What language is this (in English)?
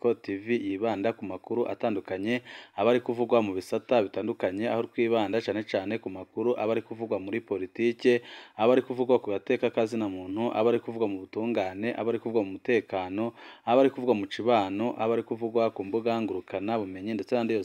Rundi